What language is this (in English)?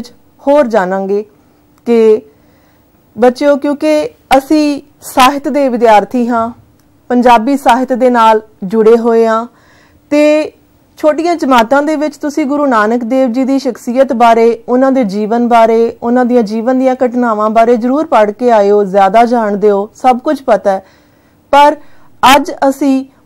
Punjabi